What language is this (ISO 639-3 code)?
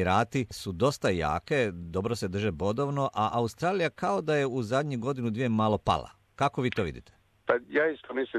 hrv